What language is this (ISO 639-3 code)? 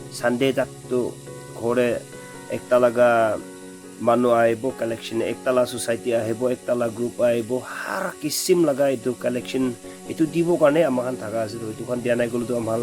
nag